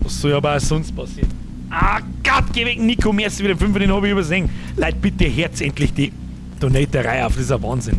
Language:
Bavarian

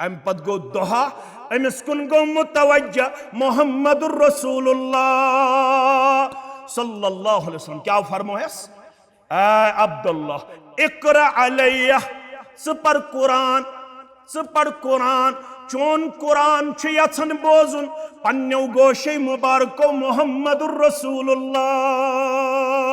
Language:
Kashmiri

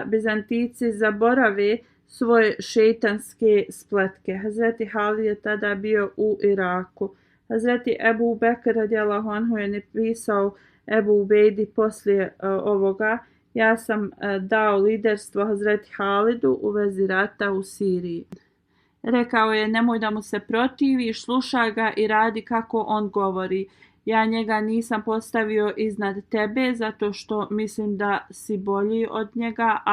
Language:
Bosnian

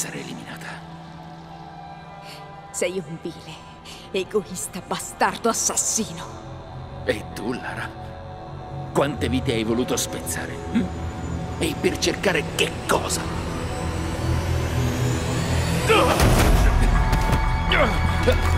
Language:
Italian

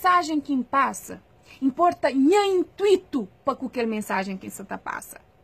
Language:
Kabuverdianu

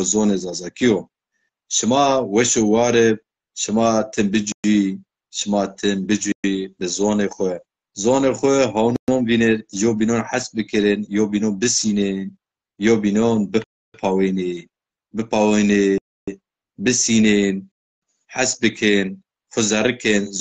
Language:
Zaza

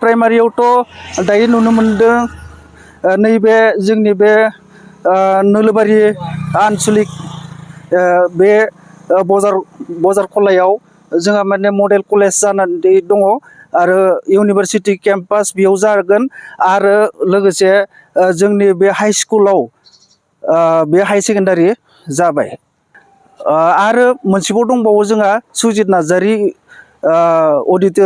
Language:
Bodo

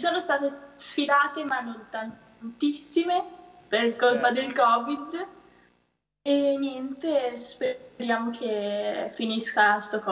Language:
Italian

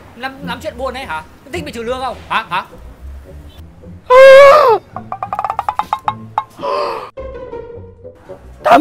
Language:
Vietnamese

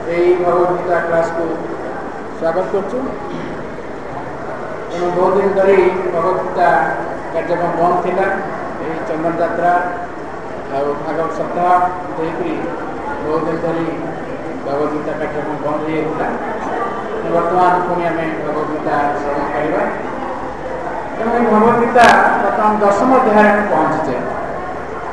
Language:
Odia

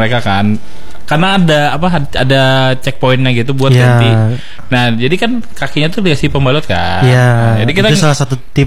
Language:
Indonesian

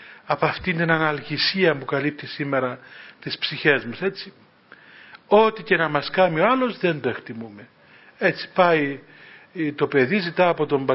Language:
Greek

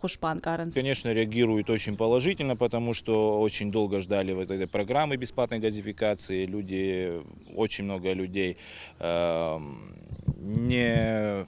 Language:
Ossetic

